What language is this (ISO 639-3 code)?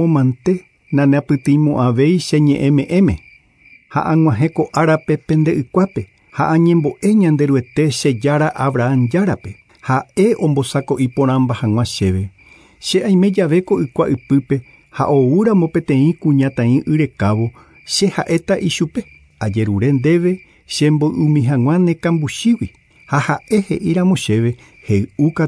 grn